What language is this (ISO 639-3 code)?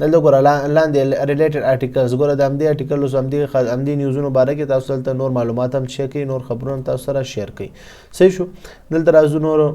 pus